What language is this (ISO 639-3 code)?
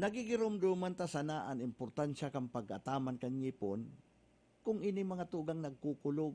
bik